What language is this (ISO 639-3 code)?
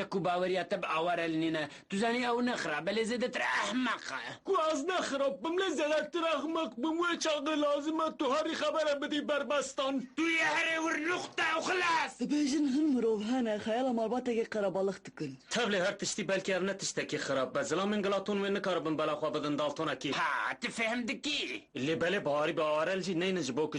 kur